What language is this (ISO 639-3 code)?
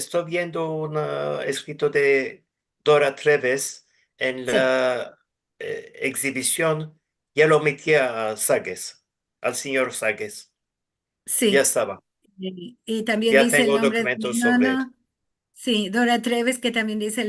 lad